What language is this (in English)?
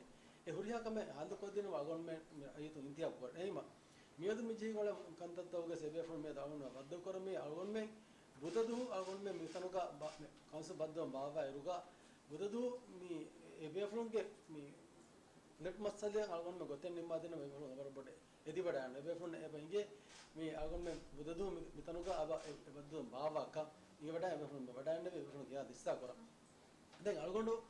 Divehi